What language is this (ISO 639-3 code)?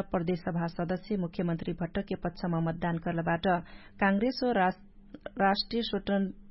thl